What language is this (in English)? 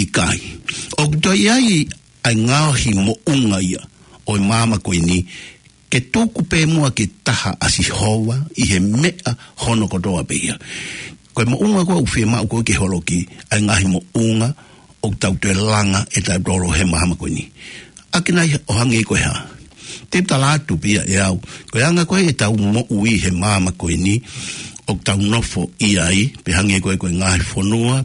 Tongan